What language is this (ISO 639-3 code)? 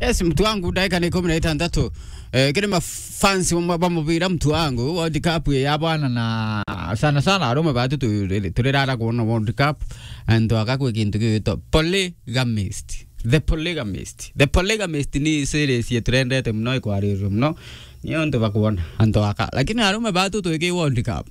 mer